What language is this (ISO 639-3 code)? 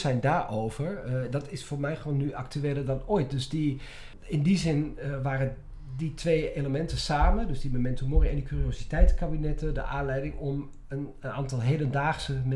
nld